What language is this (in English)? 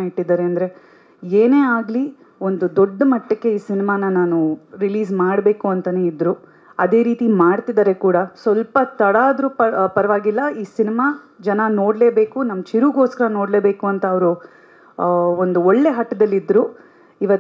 Kannada